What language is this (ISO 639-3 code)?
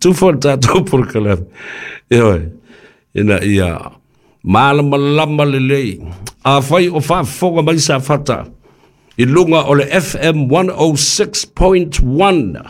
smo